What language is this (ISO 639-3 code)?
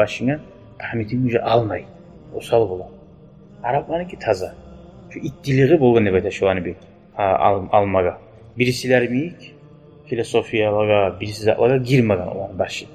kum